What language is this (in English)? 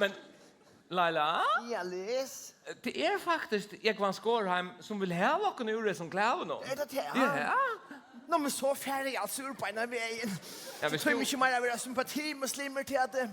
Faroese